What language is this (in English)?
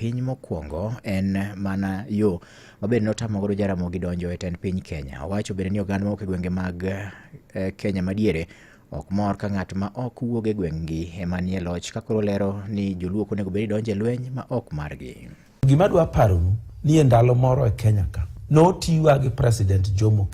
Luo (Kenya and Tanzania)